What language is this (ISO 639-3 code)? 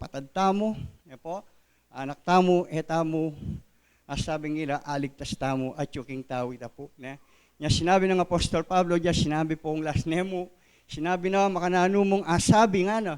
pam